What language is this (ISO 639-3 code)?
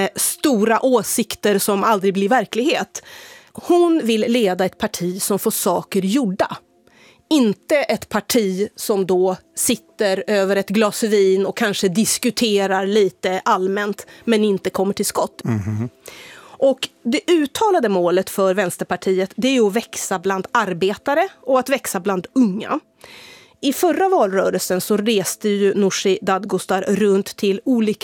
swe